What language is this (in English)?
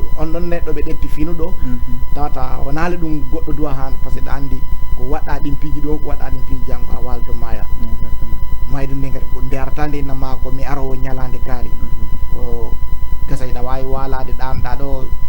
Fula